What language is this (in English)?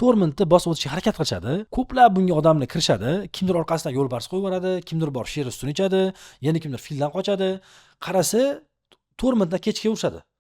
Uzbek